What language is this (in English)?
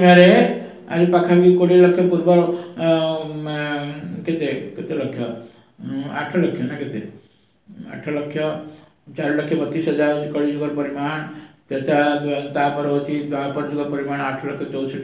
Odia